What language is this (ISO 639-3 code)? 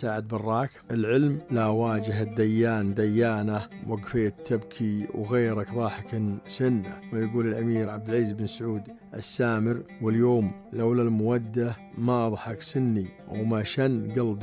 ars